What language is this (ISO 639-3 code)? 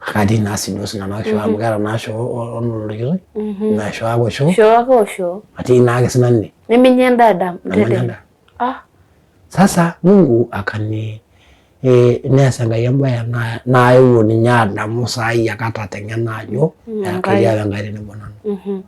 mas